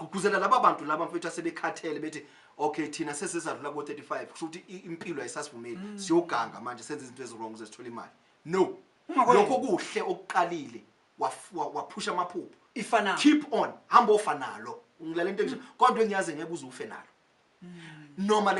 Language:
Zulu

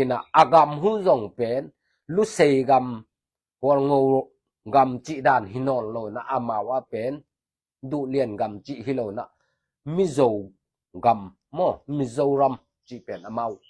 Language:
Tedim Chin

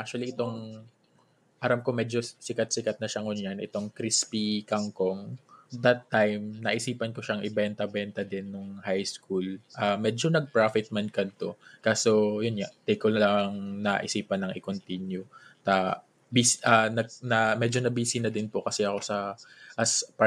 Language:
Bikol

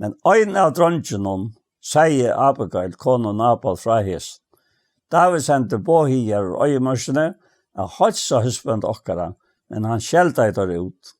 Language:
Faroese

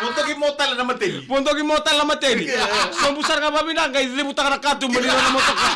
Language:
Fijian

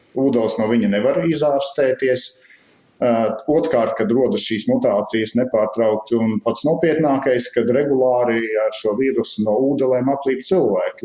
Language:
Latvian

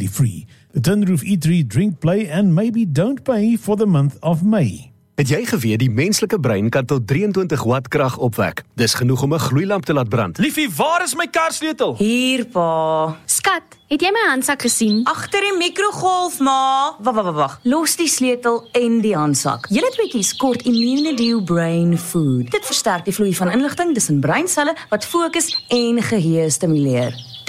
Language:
Afrikaans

